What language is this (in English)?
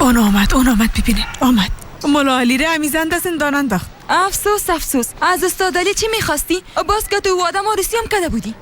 Persian